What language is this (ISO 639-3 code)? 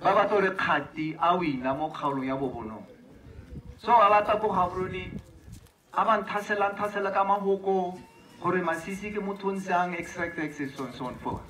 tsn